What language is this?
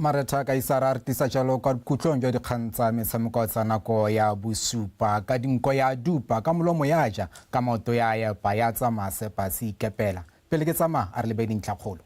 Tswana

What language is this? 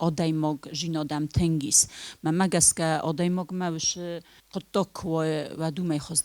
Ossetic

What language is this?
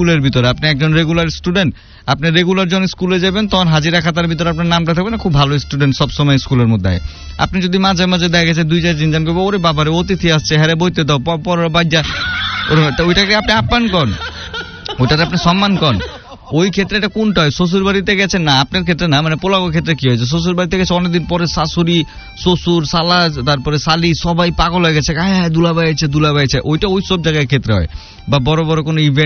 Bangla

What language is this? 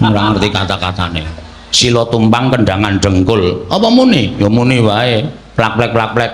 Javanese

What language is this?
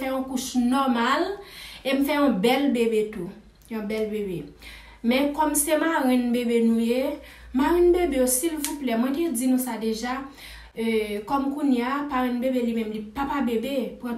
Haitian Creole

